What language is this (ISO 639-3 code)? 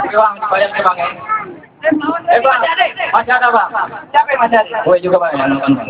bew